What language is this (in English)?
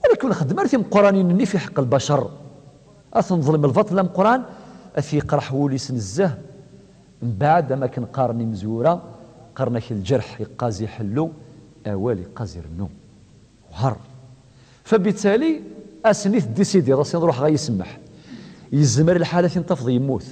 Kabyle